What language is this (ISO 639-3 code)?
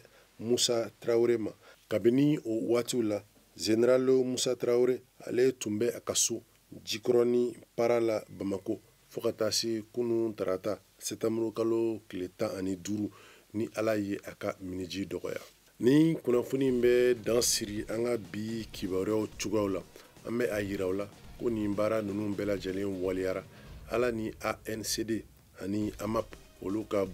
bam